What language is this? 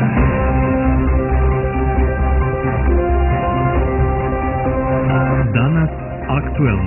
Bosnian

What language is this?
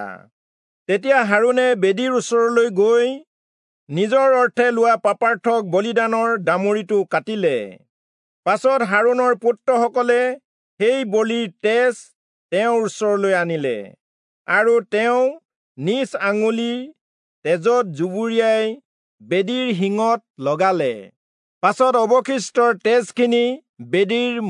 Assamese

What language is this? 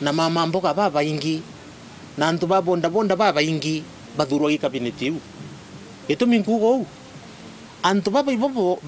Meru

